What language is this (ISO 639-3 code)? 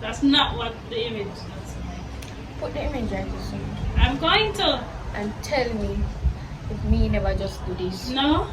jam